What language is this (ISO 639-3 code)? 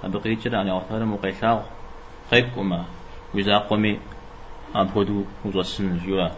kbd